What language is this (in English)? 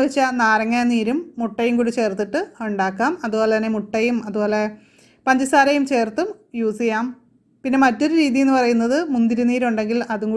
Malayalam